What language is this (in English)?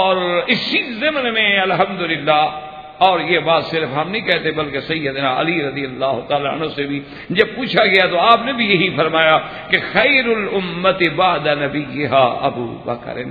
Urdu